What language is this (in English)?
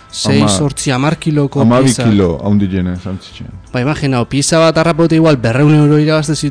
Basque